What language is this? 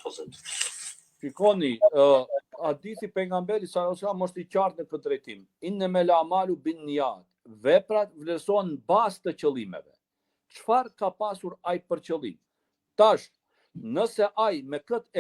Albanian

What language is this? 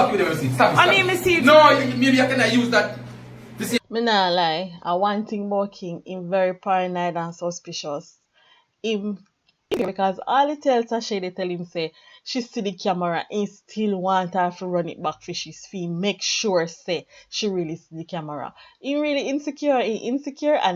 Jamaican Creole English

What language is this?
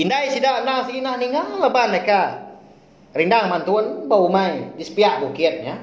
Iban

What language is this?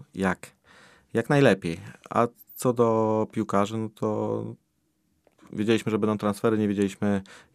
Polish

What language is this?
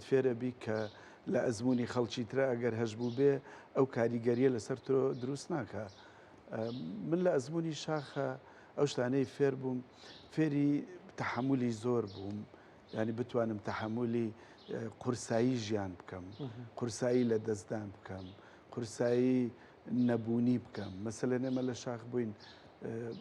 Central Kurdish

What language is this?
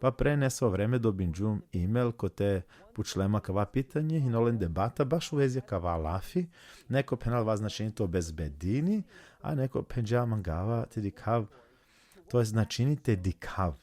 Balkan Romani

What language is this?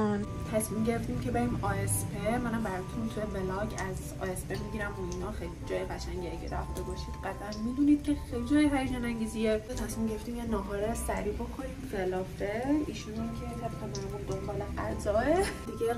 Persian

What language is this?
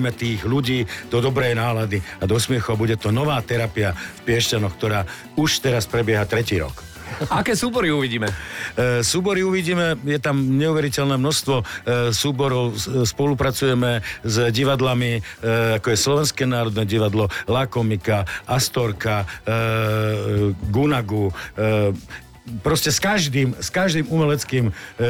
Slovak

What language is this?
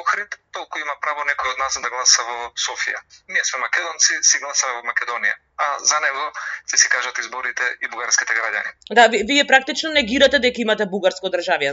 Macedonian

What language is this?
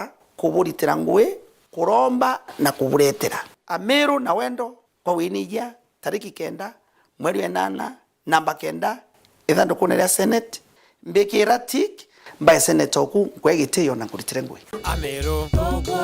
Meru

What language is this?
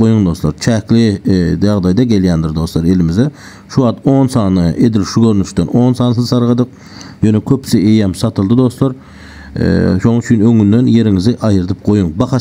Turkmen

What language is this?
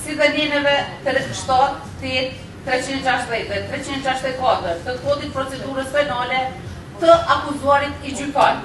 Albanian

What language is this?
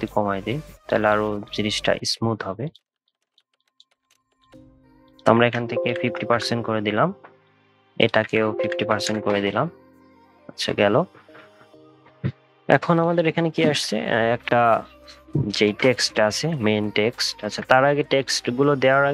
Bangla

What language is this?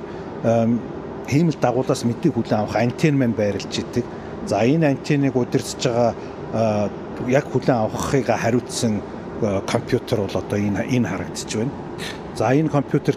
Mongolian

